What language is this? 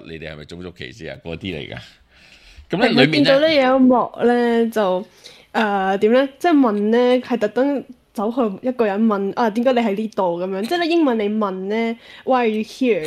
Cantonese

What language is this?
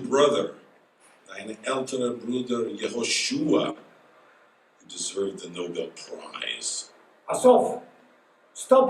Yiddish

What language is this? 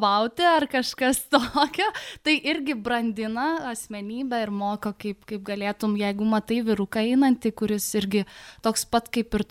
Lithuanian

